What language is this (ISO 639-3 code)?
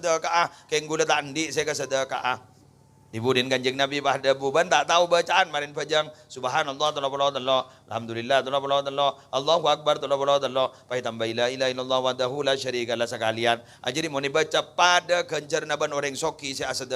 mad